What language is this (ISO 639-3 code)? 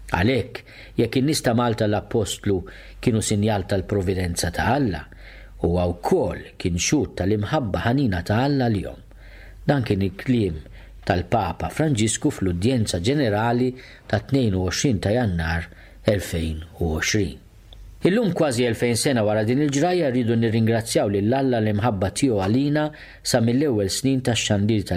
mlt